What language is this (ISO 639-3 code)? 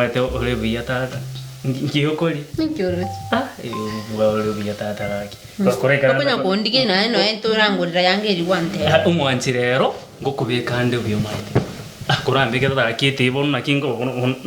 guz